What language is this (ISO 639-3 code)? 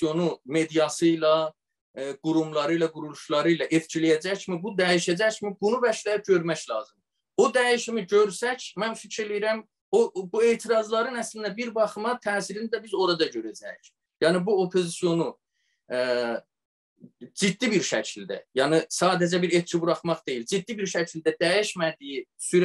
azb